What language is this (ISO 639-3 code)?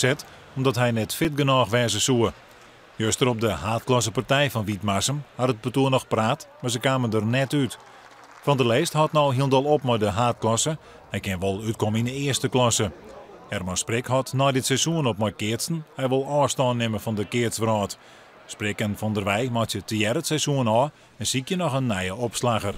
fry